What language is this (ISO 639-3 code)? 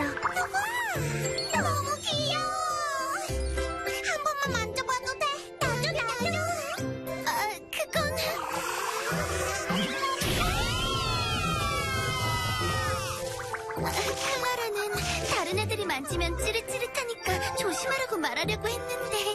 kor